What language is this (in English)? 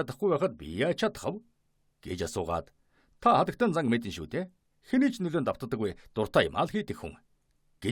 Mongolian